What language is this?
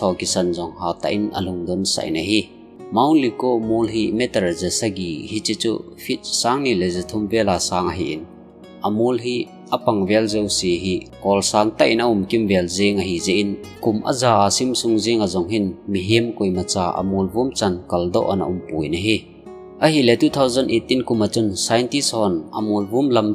Thado Chin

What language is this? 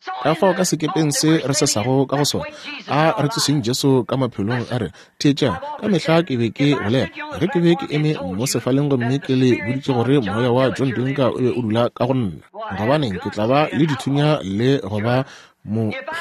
Northern Sotho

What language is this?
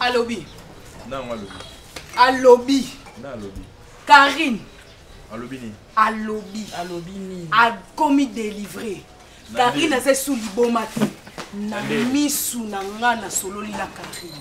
Lingala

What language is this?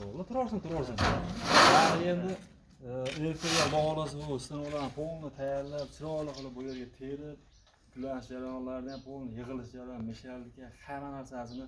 Uzbek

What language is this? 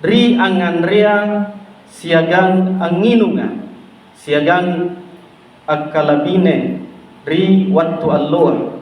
Makasar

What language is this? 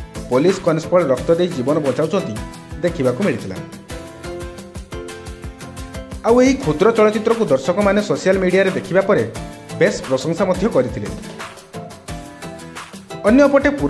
Odia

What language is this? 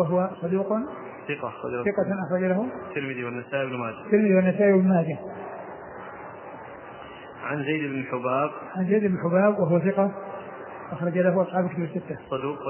Arabic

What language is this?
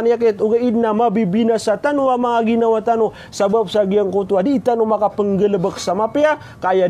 Maranao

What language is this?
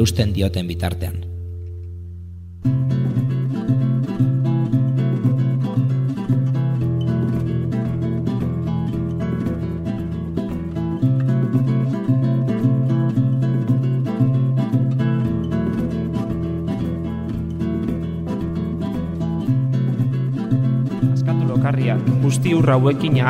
Basque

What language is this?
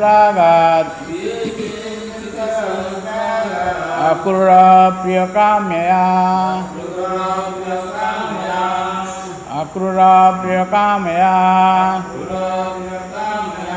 Odia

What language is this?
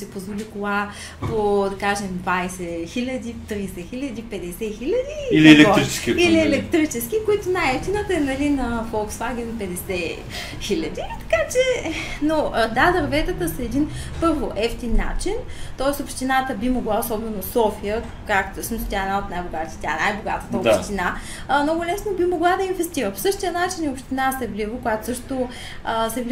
Bulgarian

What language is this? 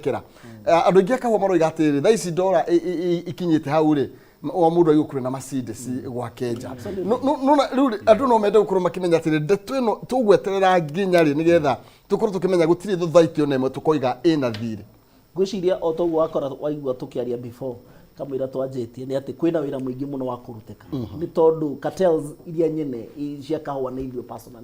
Kikuyu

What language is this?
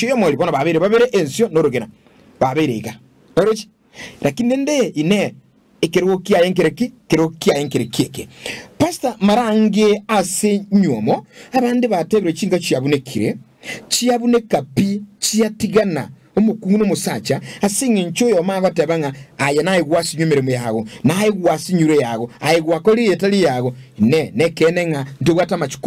Gusii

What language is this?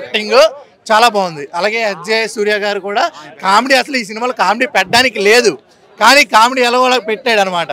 Telugu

